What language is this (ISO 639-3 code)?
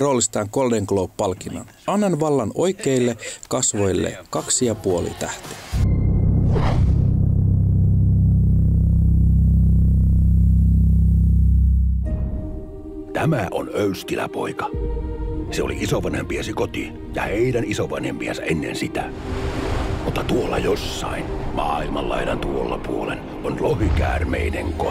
fin